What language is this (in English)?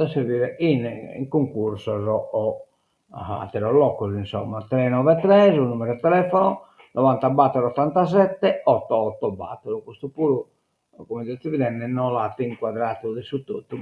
Sardinian